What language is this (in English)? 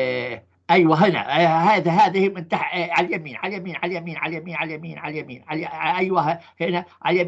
North Levantine Arabic